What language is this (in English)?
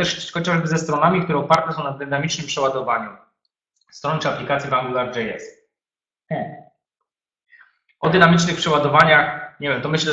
Polish